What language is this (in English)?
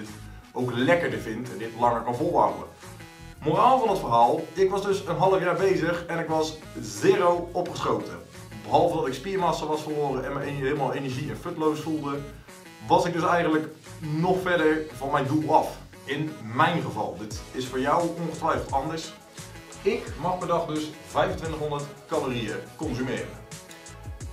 Dutch